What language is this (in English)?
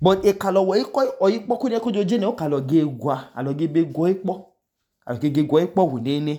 Idoma